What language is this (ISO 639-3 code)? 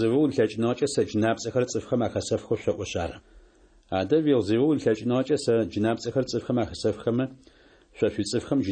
ady